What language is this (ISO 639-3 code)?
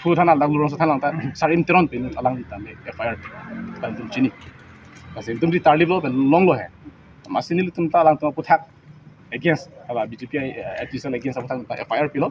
mjw